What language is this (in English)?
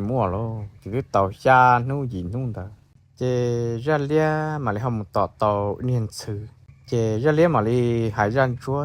Hmong